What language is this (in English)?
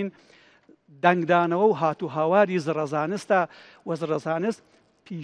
Central Kurdish